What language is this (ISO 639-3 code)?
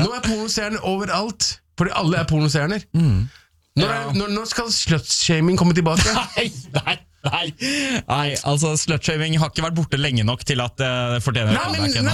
nor